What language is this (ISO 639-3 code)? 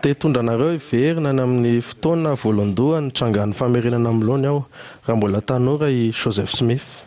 mlg